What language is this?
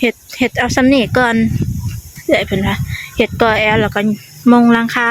Lao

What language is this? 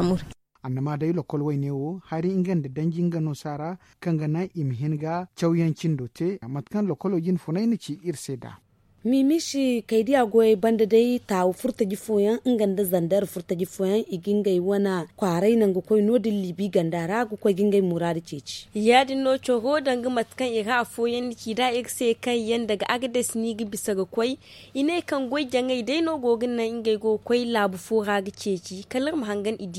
Zarma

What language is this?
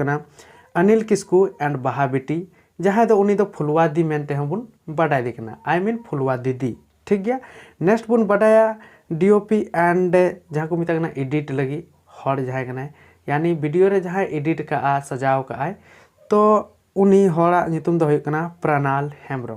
Santali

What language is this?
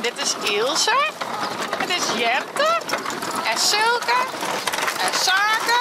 Western Frisian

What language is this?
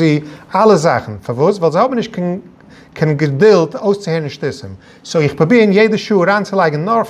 Yiddish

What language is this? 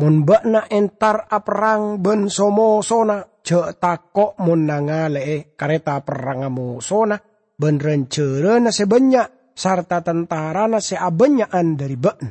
Madurese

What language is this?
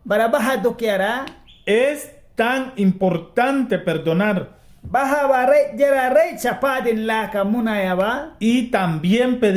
Mískito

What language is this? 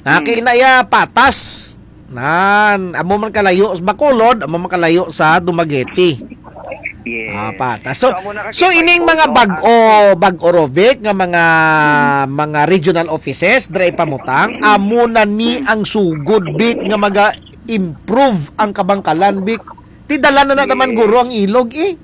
Hiligaynon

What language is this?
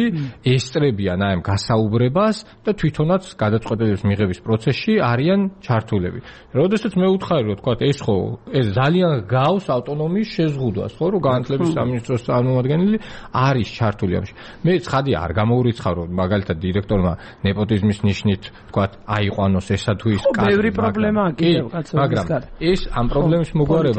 Georgian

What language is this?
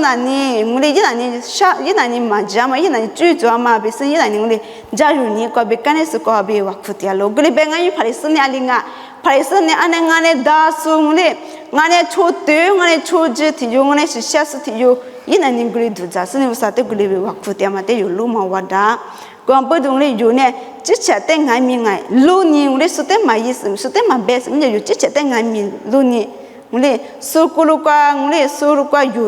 Lisu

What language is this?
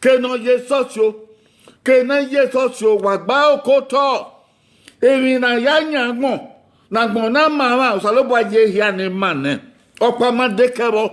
Bini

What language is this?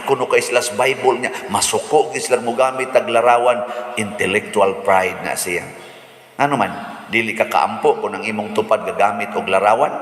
Cebuano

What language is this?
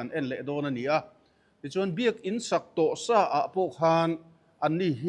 Mizo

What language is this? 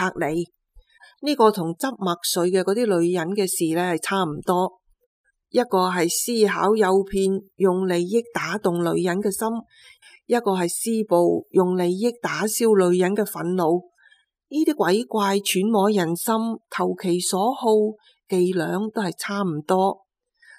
Cantonese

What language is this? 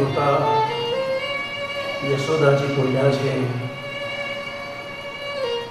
Gujarati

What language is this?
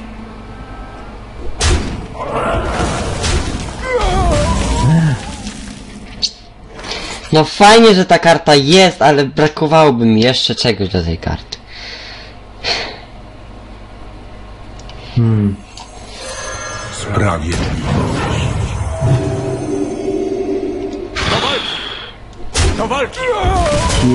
Polish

